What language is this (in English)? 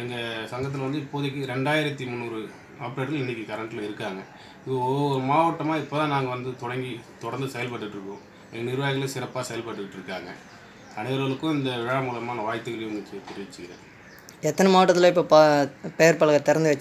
Tamil